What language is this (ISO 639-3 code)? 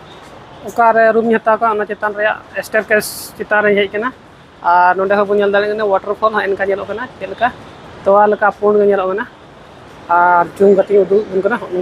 sat